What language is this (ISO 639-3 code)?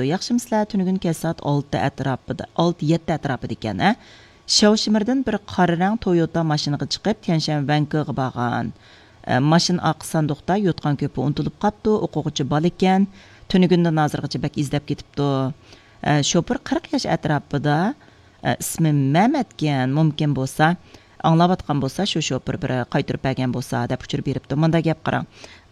uig